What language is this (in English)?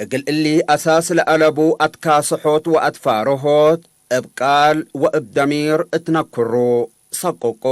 Tigre